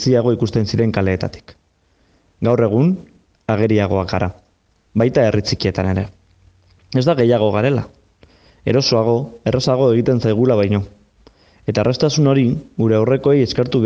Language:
Basque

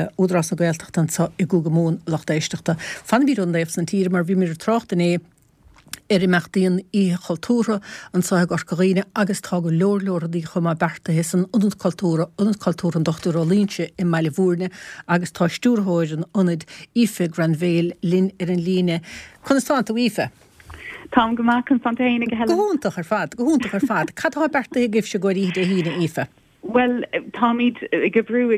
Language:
Irish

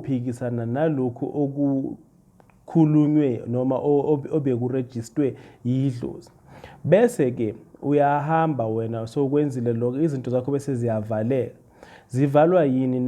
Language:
Zulu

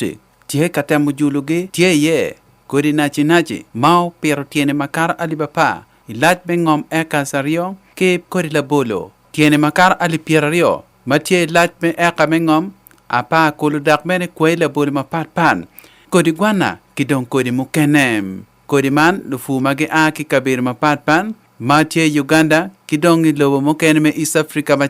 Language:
Acoli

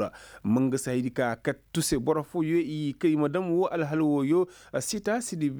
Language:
Koyraboro Senni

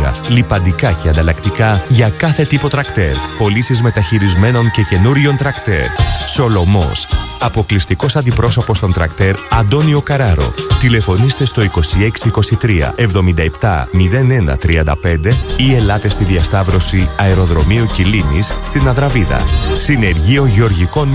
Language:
Greek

